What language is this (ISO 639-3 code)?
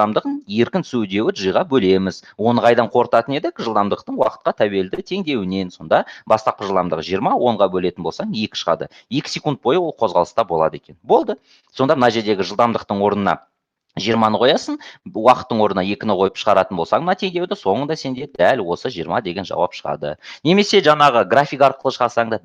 kaz